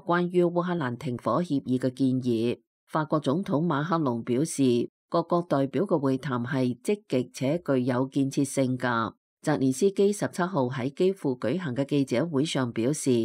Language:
Cantonese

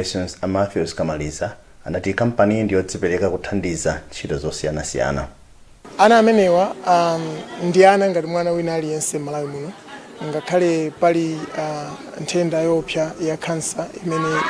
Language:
Nyanja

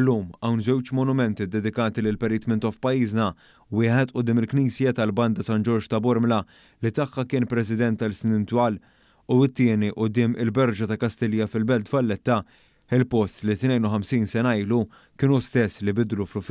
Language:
Maltese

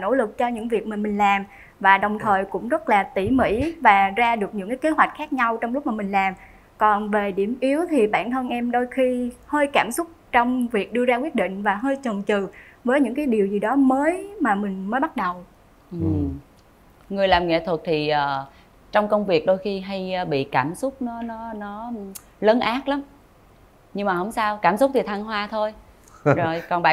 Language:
Vietnamese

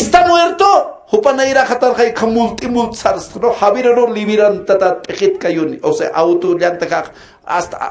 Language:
Aymara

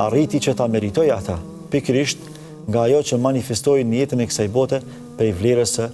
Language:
Albanian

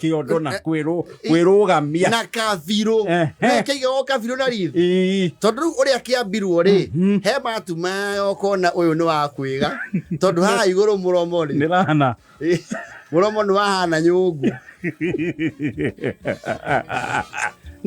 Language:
Kikuyu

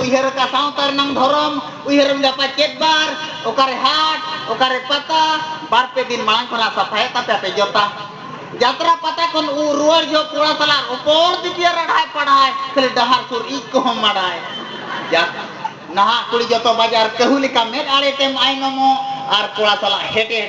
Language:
Santali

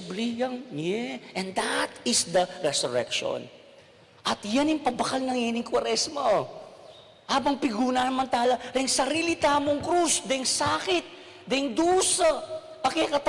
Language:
Pampanga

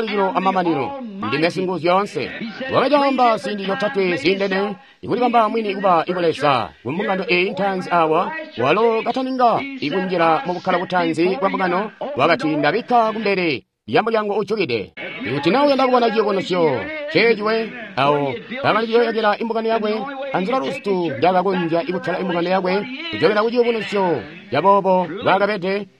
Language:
Tonga (Zambia)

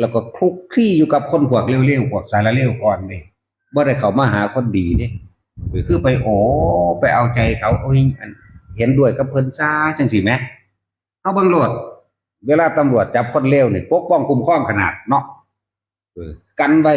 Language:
Northeastern Thai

